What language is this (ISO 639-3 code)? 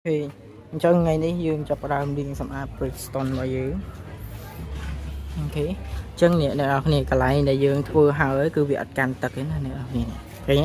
khm